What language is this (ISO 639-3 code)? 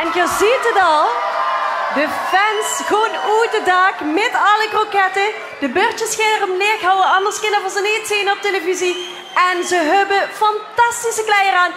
lim